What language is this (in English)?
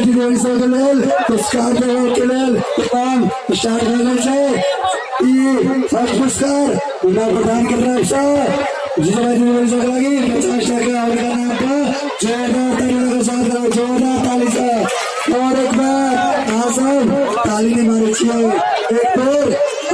Maithili